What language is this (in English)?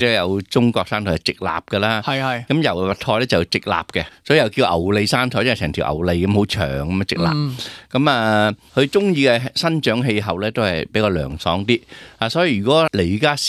Cantonese